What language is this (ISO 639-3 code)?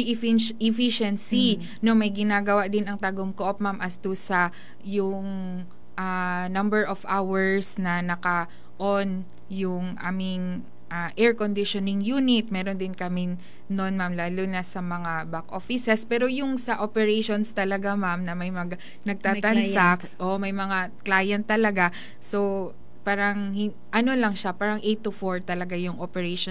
fil